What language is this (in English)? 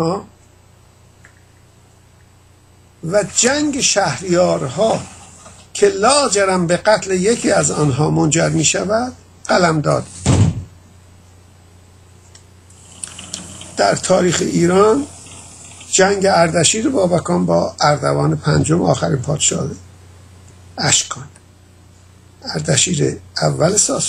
Persian